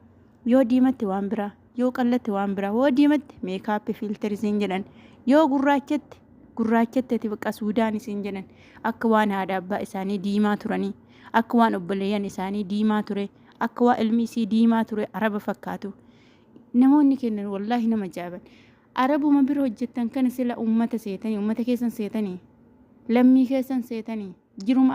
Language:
Oromo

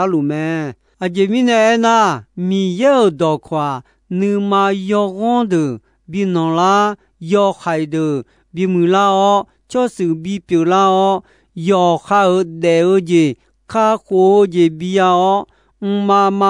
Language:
Akha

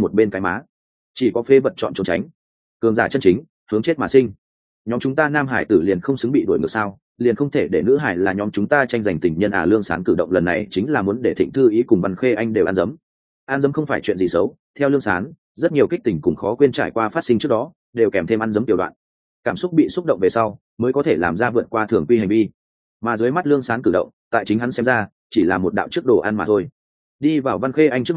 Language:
Vietnamese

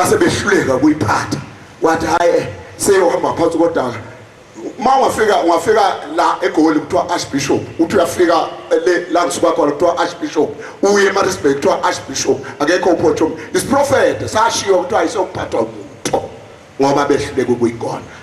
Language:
Zulu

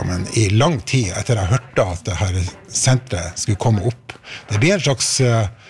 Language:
Norwegian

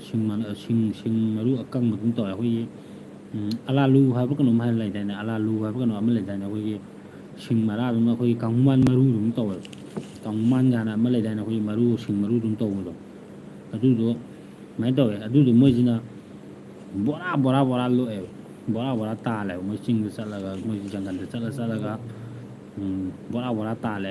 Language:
Manipuri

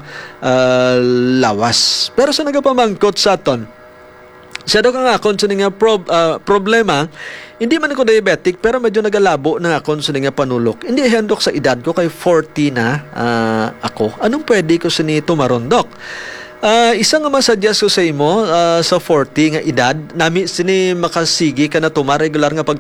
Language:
Hiligaynon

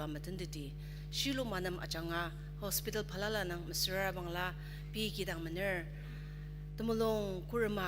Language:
Ao Naga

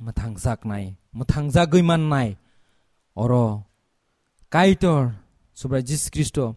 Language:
Kok Borok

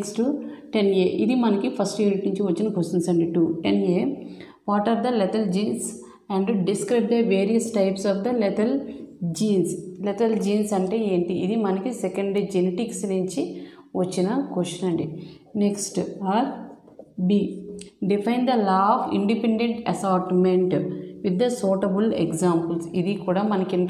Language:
Telugu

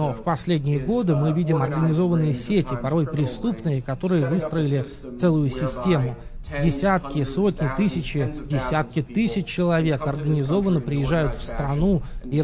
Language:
Russian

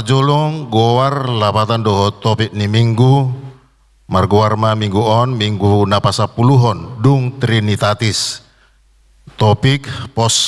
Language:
Batak Toba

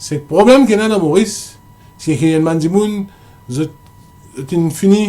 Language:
Morisyen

